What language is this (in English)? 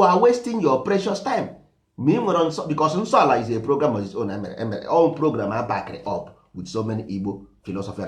Igbo